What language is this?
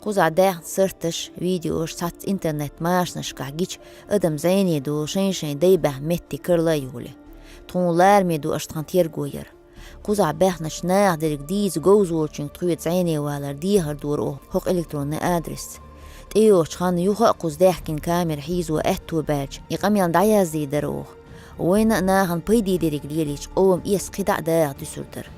Chechen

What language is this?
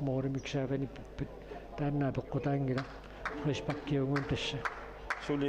Kalaallisut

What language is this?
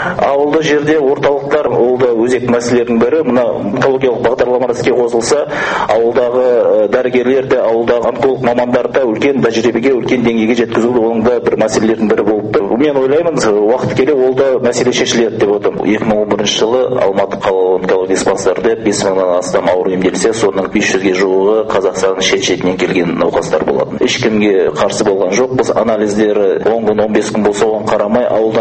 Kazakh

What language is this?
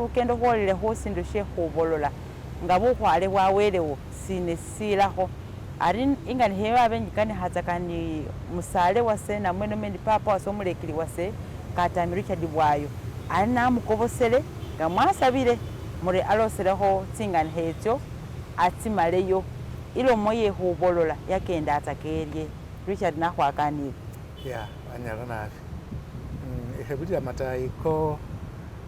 Masaaba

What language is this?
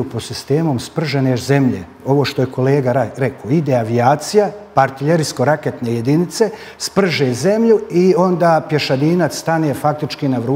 Serbian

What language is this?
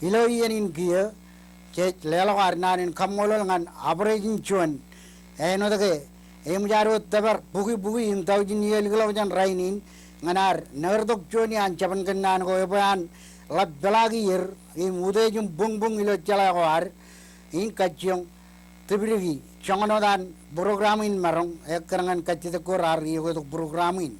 Marshallese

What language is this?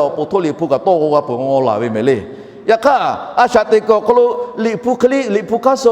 Lahu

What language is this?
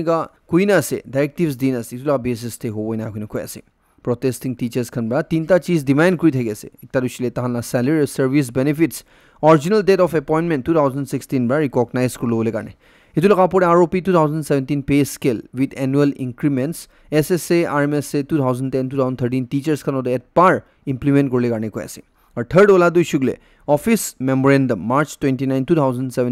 Naga Pidgin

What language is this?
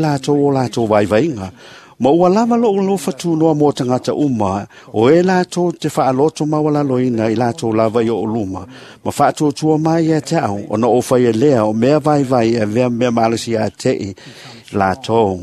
Samoan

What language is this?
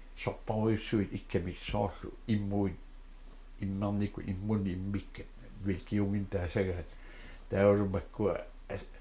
Kalaallisut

